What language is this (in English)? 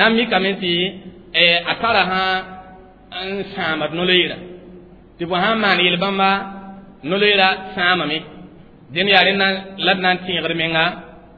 Mossi